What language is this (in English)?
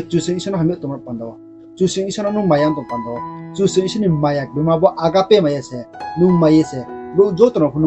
Riang (India)